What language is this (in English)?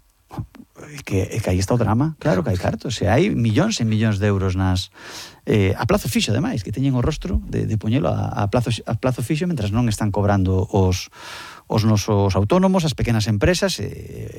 Galician